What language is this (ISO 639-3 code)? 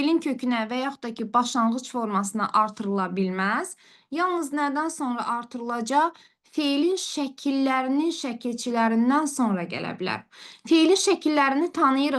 aze